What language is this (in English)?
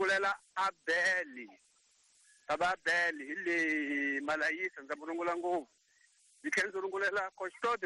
Tsonga